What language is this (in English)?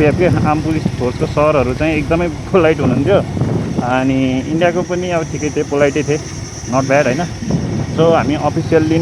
Nepali